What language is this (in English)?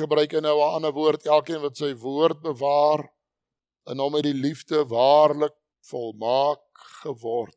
Afrikaans